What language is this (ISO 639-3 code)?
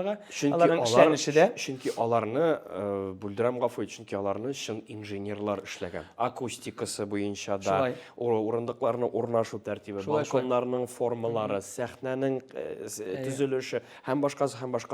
tat